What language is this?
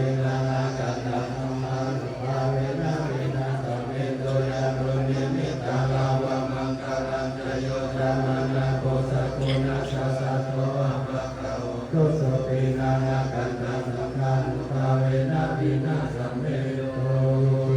Pali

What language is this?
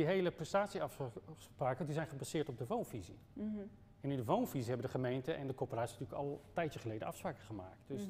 Dutch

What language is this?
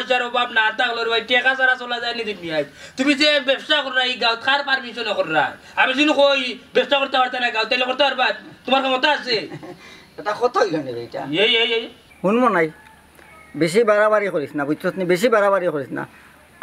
Sylheti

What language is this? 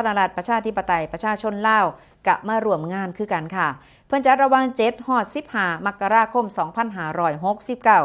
Northeastern Thai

